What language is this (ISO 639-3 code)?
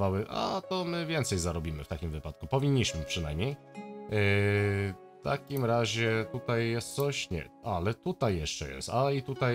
pol